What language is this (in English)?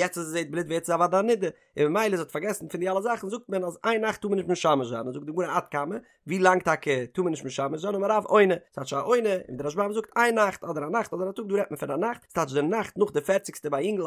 Yiddish